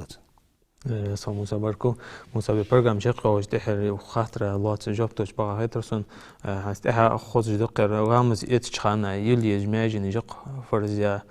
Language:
Ingush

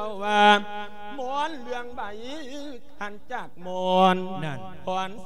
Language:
Lao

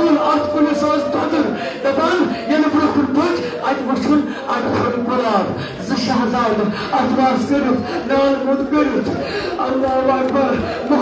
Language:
Kashmiri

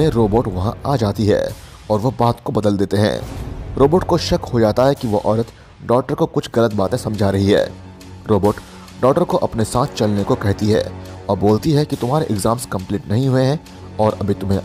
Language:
Hindi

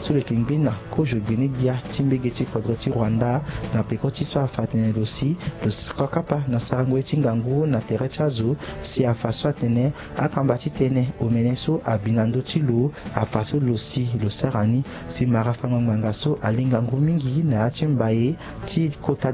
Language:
Sango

